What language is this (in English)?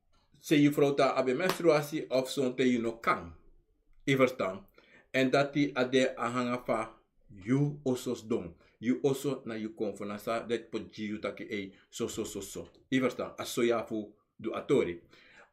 Sranan Tongo